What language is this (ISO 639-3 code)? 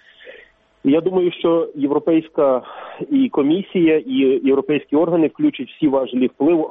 ukr